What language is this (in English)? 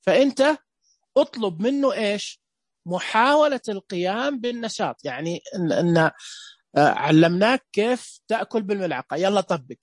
Najdi Arabic